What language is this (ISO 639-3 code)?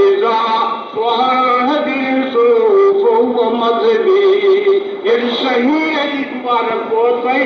kas